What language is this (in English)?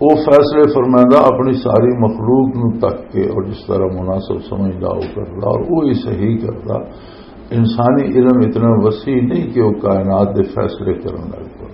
Western Panjabi